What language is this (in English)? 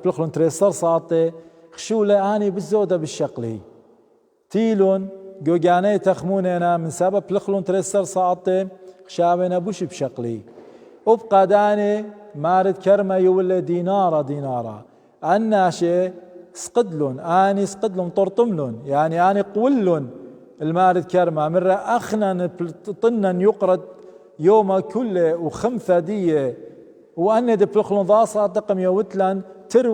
Assyrian Neo-Aramaic